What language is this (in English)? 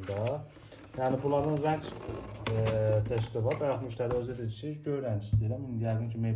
Azerbaijani